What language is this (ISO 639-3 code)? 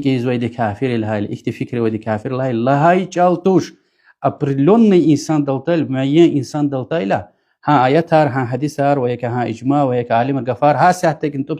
lez